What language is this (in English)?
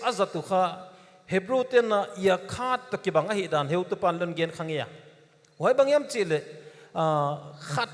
Paite Chin